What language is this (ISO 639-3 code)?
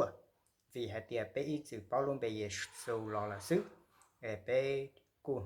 hmn